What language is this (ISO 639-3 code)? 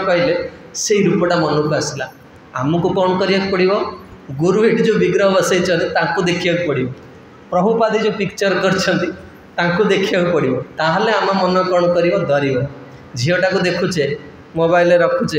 ori